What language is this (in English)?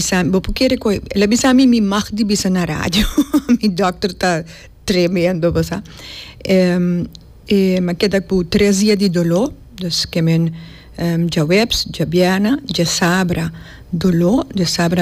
Papiamento